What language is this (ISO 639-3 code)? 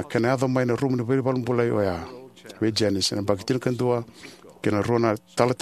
fij